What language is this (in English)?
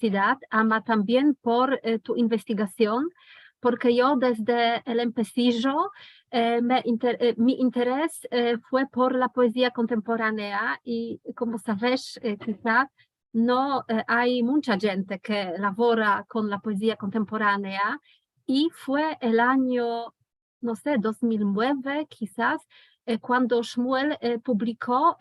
Ladino